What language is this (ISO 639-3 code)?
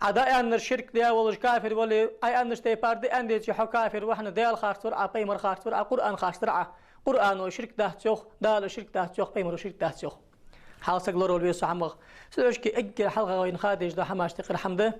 inh